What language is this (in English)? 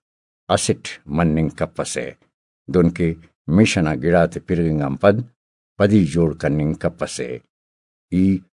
Brahui